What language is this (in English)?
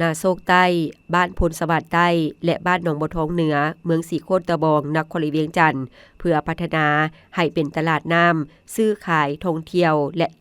Lao